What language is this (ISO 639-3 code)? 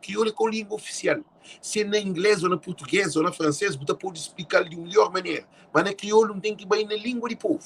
kea